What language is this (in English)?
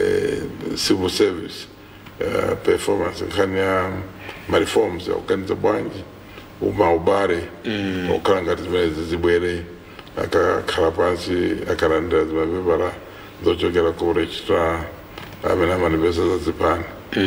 Nyanja